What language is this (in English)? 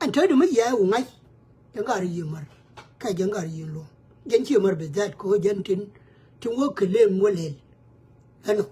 Nuer